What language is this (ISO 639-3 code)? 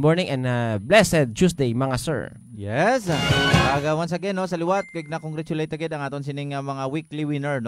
hil